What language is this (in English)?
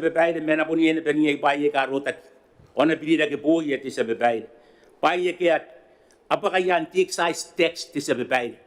Gilbertese